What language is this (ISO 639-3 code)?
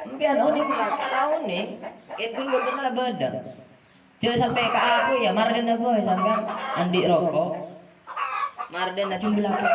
mad